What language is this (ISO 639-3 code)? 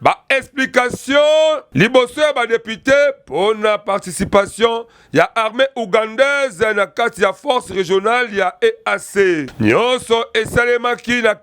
lin